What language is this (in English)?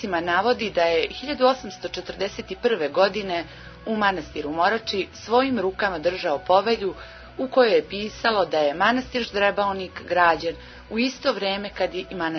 Serbian